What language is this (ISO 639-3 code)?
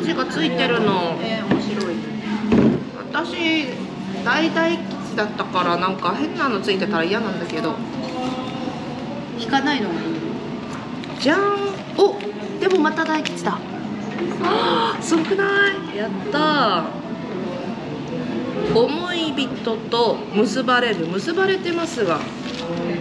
jpn